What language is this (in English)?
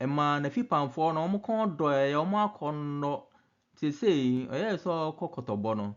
Akan